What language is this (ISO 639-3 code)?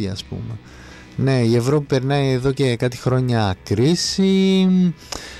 ell